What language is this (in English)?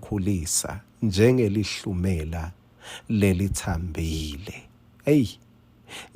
Swati